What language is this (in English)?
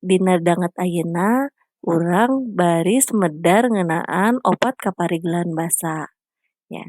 Sundanese